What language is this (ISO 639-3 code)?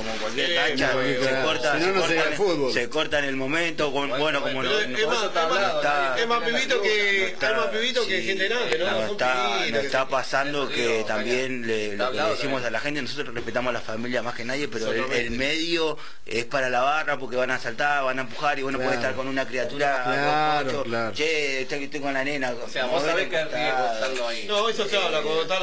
spa